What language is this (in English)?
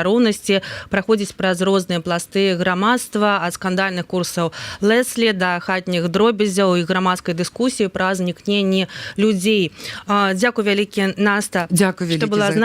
Belarusian